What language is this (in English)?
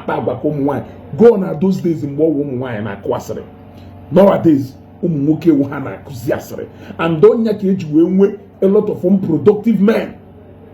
Igbo